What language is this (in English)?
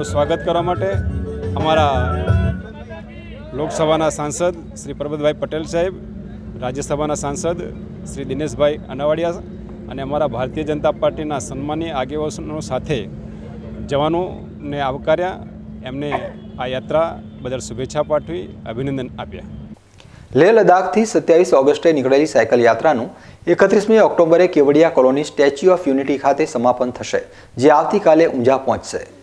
Gujarati